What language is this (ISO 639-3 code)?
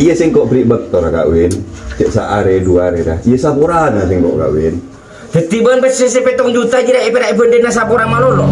mad